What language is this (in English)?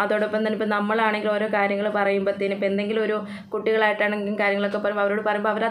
Malayalam